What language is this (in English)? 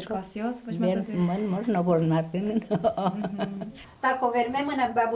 Udmurt